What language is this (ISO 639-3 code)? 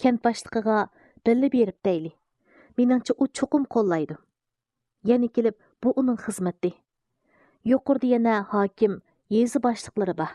uig